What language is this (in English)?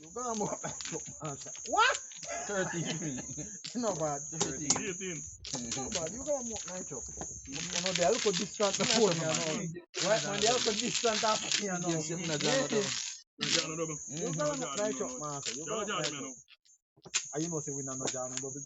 Jamaican Creole English